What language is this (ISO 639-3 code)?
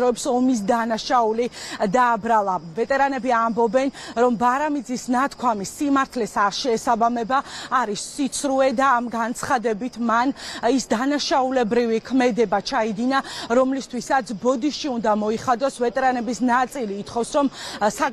kat